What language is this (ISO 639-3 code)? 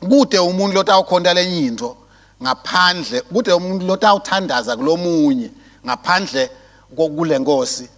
ssw